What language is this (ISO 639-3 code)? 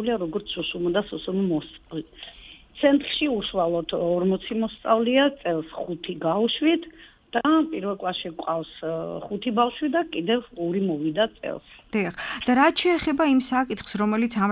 kat